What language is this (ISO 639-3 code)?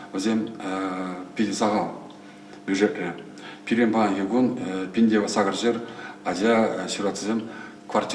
chv